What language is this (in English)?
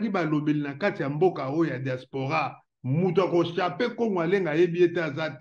Lingala